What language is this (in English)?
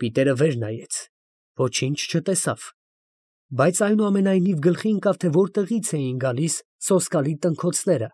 Armenian